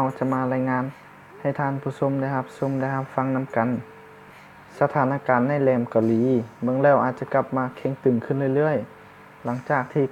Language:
Lao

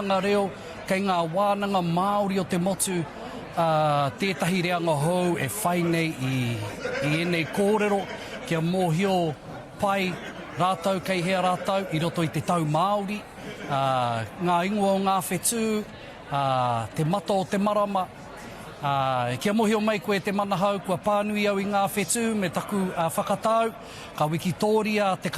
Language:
Māori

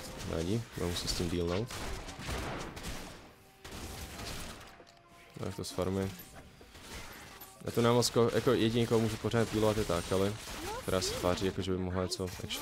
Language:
Czech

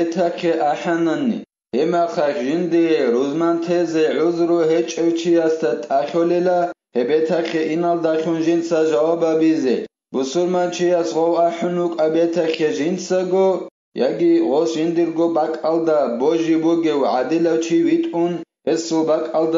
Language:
Avaric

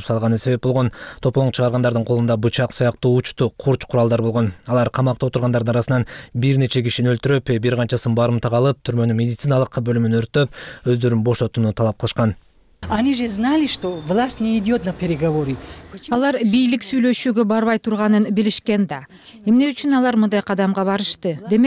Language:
Kyrgyz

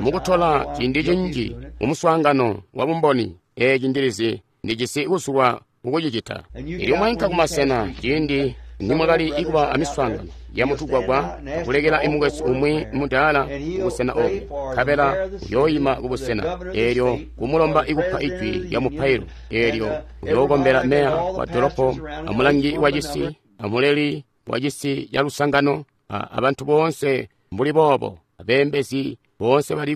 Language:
Tonga (Zambia)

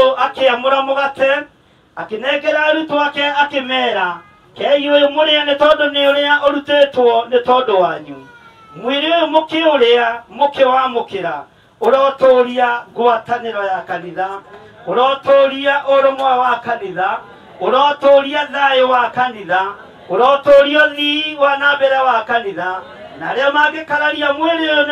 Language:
Kikuyu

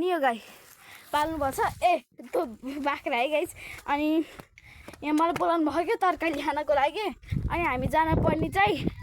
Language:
Nepali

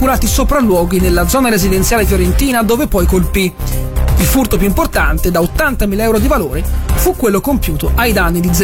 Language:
Italian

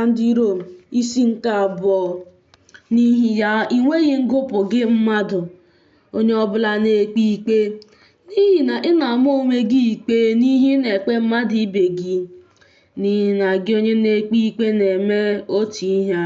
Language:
Igbo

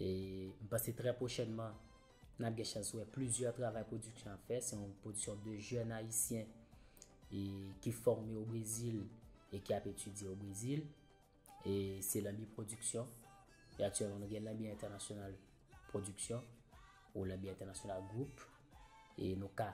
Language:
Haitian Creole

